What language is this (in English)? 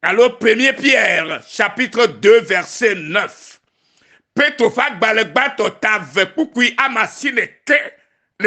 Ewe